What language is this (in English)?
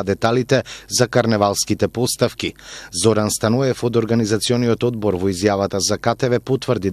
Macedonian